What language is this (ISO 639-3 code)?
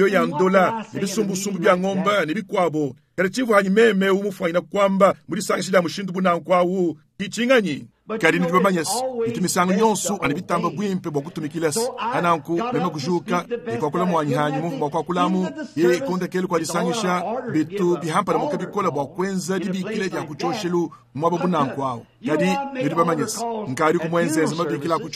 lua